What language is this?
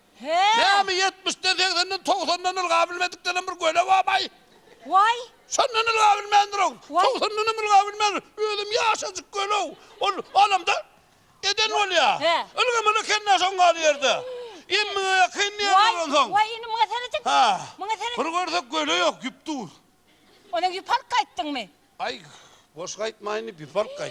Turkmen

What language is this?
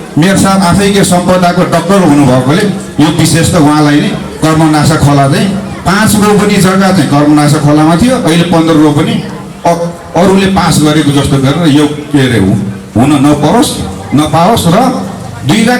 Nepali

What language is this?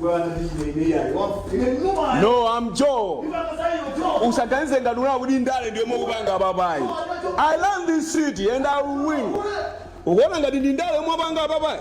Nyanja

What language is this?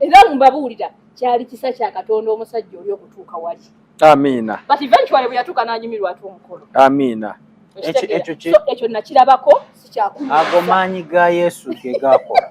Ganda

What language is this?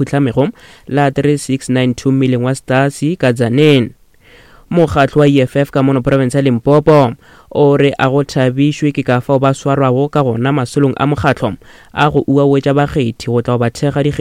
Northern Sotho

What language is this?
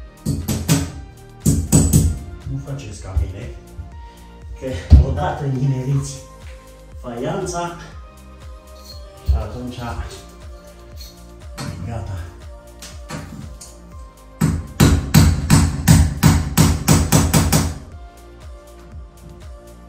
Romanian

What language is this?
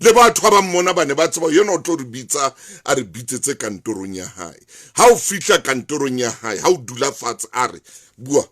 Southern Sotho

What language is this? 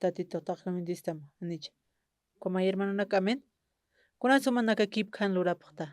Aymara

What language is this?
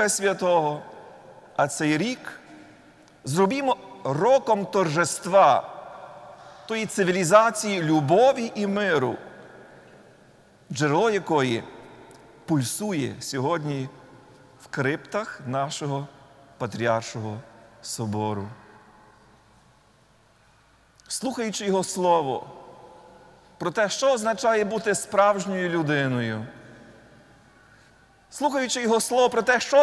Ukrainian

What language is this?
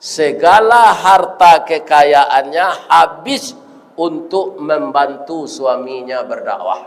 Minangkabau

